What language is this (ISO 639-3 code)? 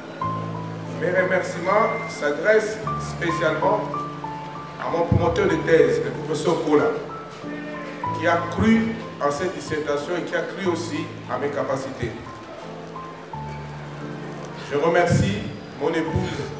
fra